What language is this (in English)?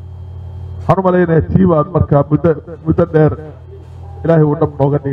Somali